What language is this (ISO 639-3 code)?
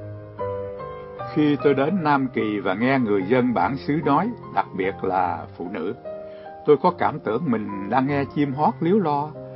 vie